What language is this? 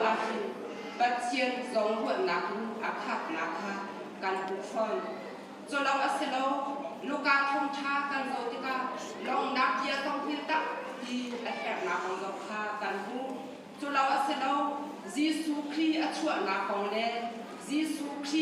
Hakha Chin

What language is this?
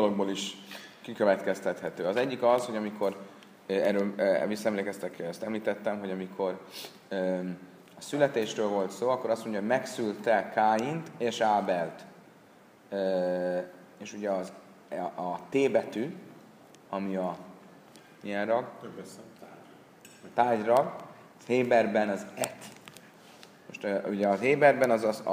Hungarian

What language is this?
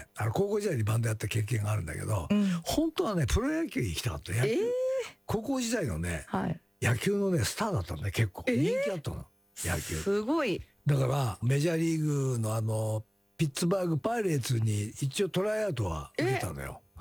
Japanese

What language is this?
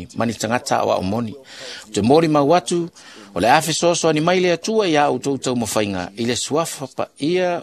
Samoan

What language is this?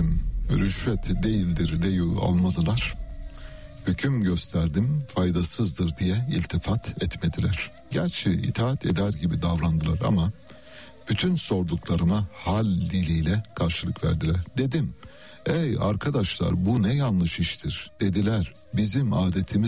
Turkish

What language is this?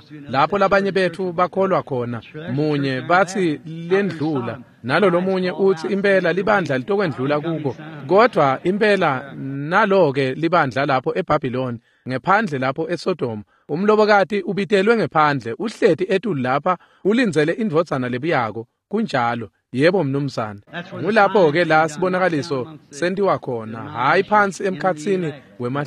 Swati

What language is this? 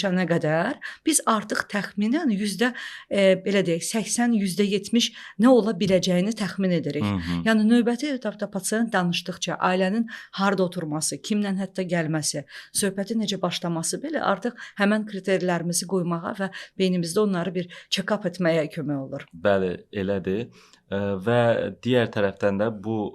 Azerbaijani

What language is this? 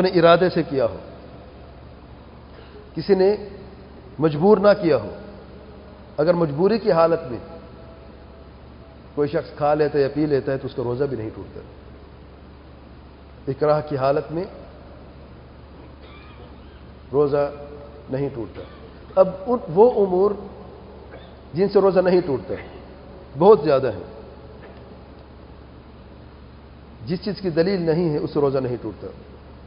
Urdu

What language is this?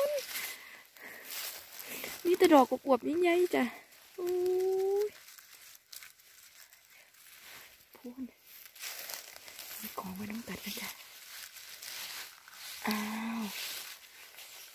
Thai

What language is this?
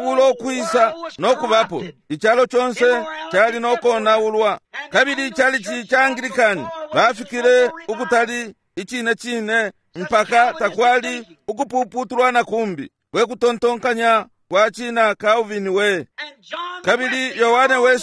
Bemba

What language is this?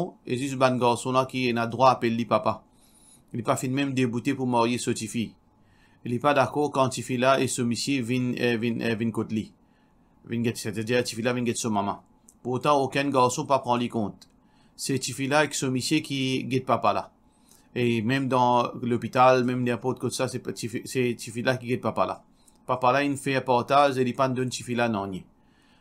Morisyen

